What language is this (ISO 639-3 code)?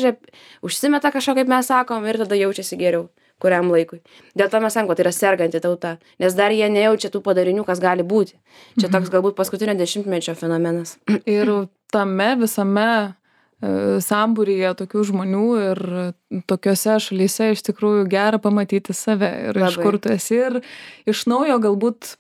lit